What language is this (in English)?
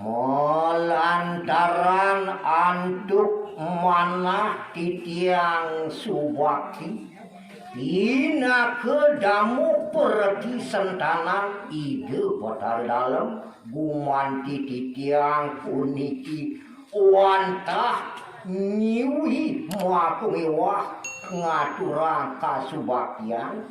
Balinese